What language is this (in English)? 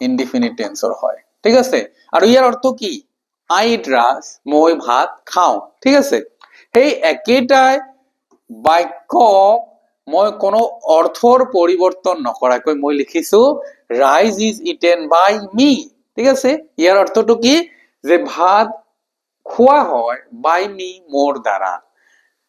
Assamese